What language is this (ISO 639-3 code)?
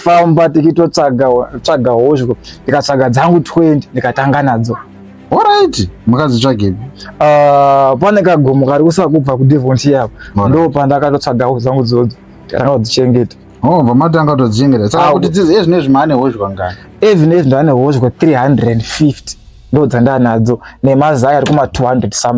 sna